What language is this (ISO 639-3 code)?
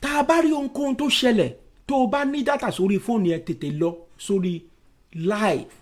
yor